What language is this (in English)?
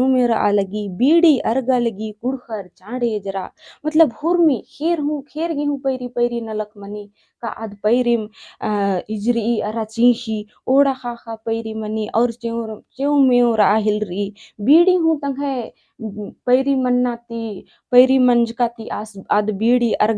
Kurukh